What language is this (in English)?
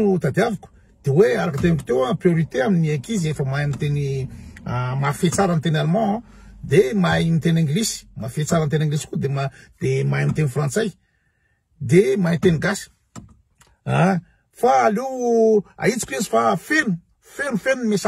Malagasy